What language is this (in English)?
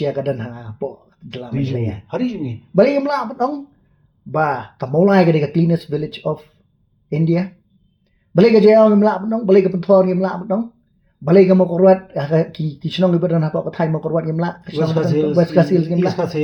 Khasi